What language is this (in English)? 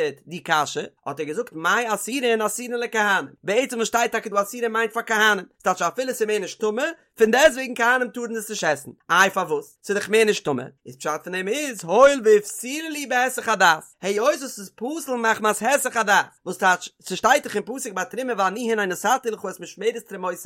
Yiddish